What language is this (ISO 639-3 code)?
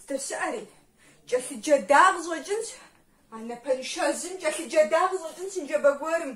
kbd